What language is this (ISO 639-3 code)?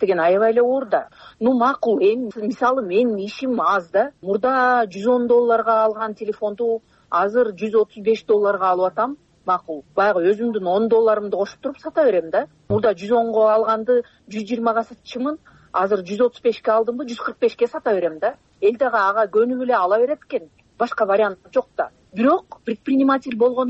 kir